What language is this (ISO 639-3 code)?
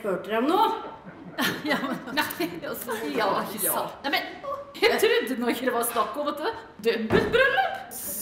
nor